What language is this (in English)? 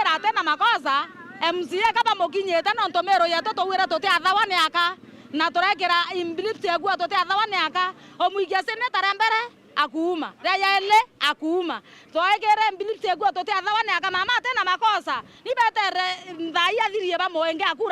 Meru